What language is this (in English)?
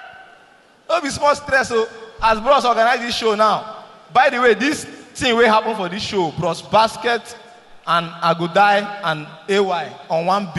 Nigerian Pidgin